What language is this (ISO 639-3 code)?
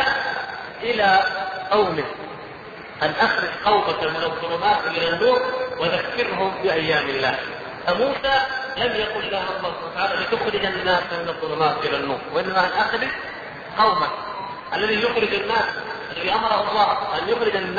ara